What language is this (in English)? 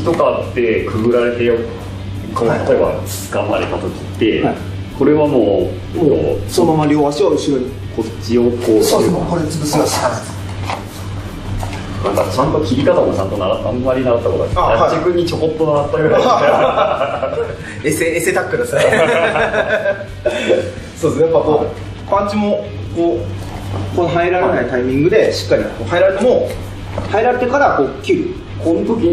Japanese